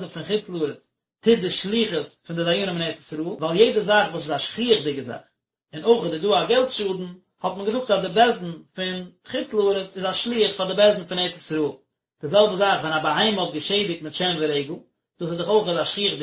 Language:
Yiddish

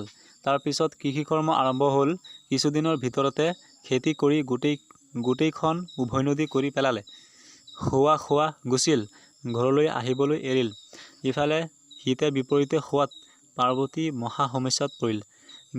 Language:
Assamese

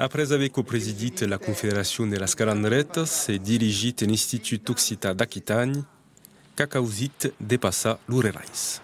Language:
Occitan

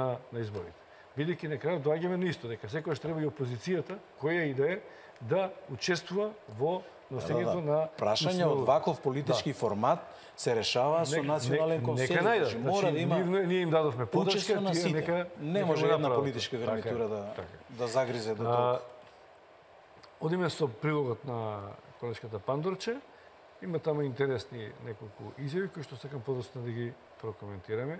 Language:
Macedonian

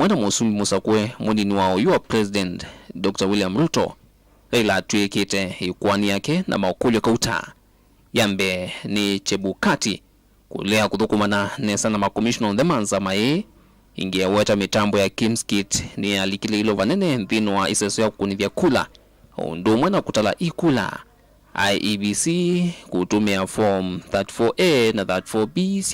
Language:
Kamba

